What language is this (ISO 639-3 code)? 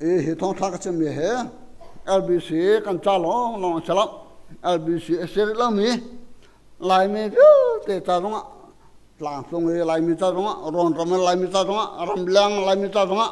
cnh